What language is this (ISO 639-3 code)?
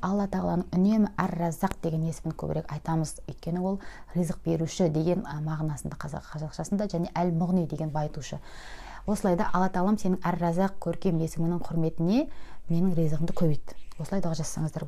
kaz